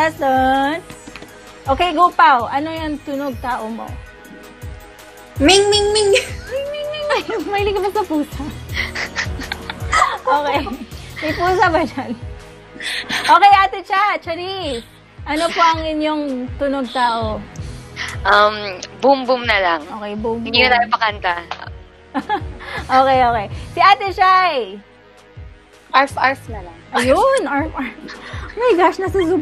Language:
Filipino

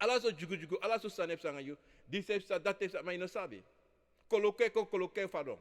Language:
Sranan Tongo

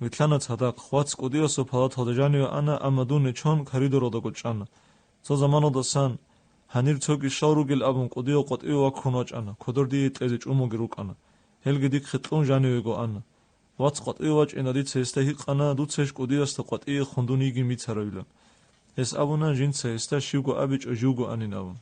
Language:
Avaric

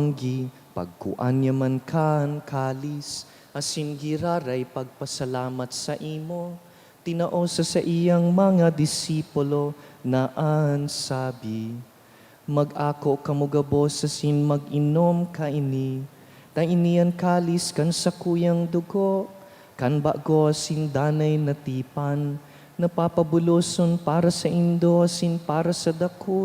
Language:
Bikol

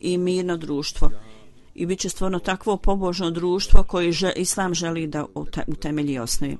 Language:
Bosnian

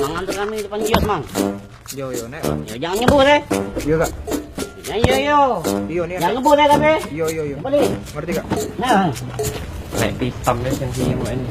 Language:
Musi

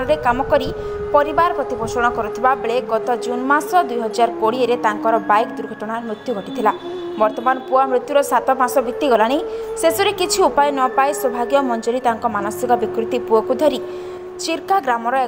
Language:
Odia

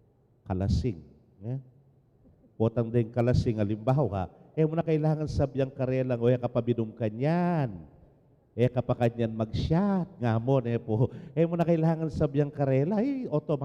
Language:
Pampanga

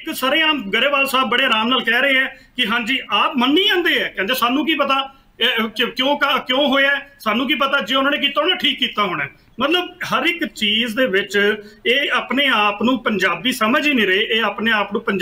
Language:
Punjabi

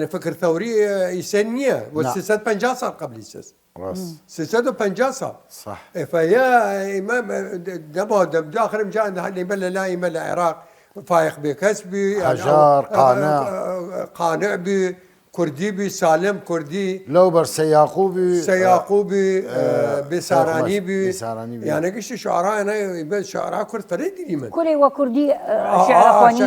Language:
Southern Kurdish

